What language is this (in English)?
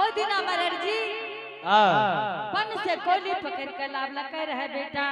Angika